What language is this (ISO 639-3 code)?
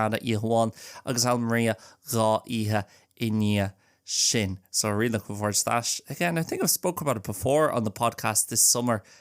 gle